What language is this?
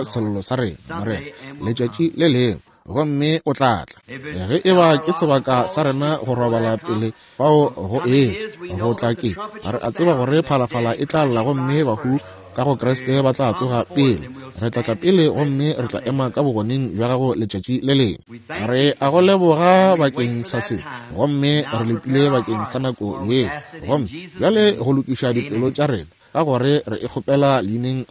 Northern Sotho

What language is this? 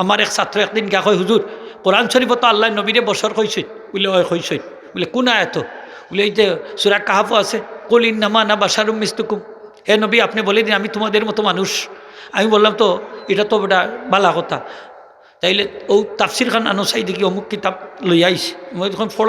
Sylheti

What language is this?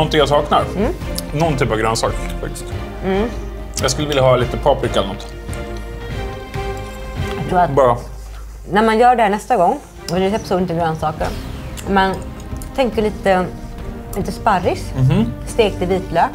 Swedish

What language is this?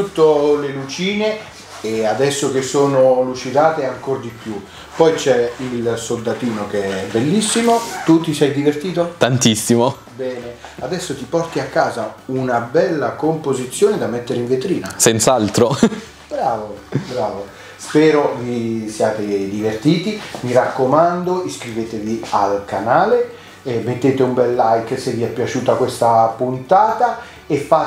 Italian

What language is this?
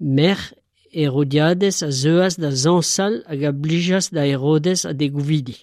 Breton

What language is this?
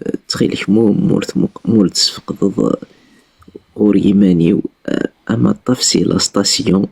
Kabyle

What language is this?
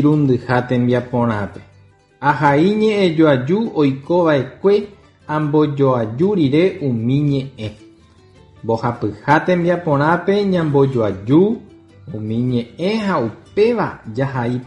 Guarani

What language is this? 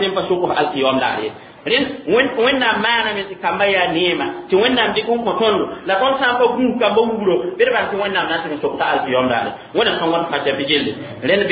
Mossi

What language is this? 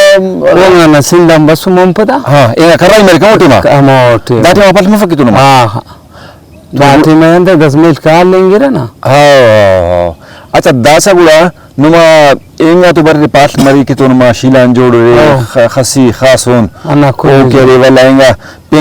Brahui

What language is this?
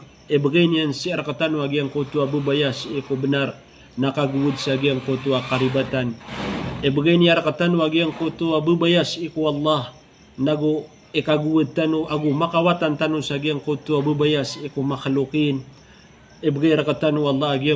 Maranao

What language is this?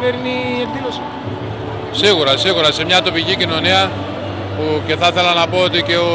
Greek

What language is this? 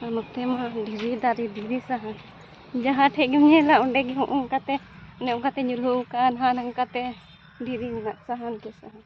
Santali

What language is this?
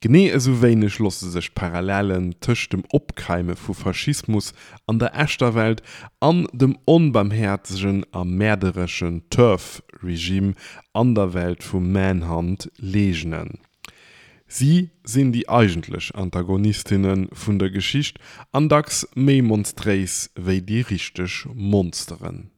Luxembourgish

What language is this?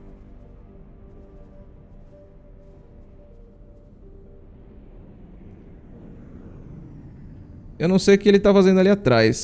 Portuguese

